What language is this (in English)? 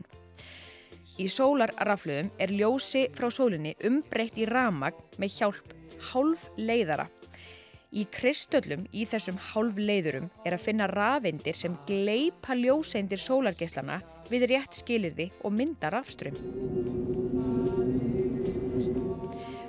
Icelandic